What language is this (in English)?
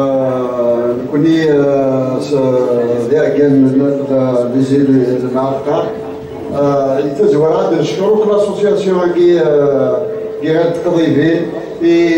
Kabyle